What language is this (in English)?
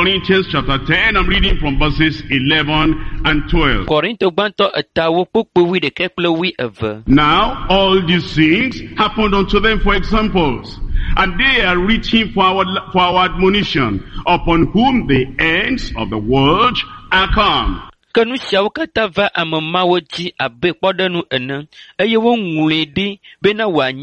Ewe